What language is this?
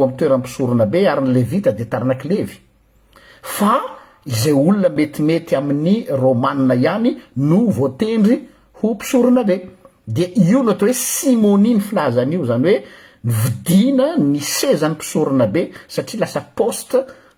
Malagasy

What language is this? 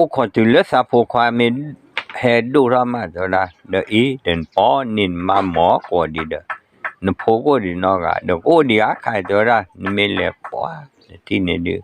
S'gaw Karen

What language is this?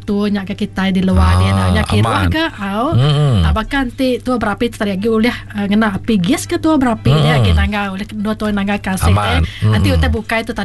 Iban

